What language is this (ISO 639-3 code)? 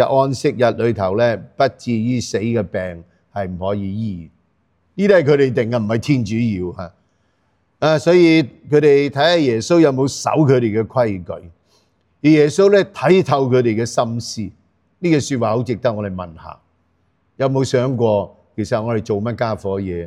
yue